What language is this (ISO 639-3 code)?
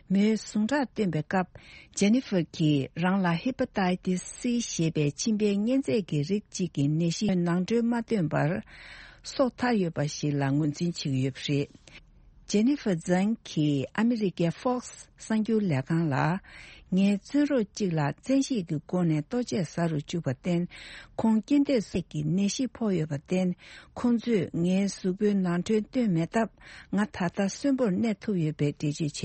bod